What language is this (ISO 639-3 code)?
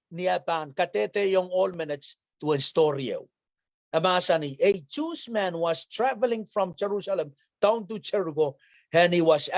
pon